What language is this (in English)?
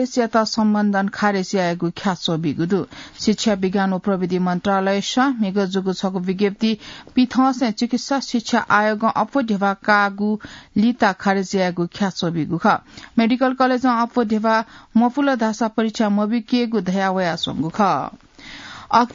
Newari